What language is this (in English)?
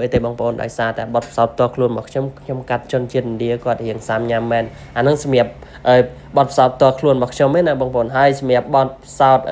Khmer